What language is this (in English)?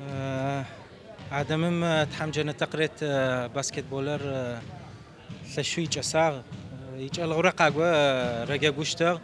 Adyghe